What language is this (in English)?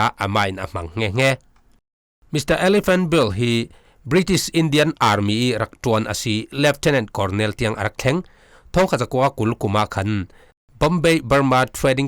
Falam Chin